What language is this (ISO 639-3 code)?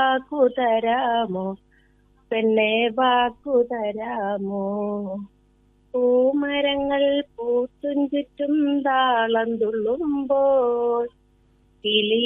mal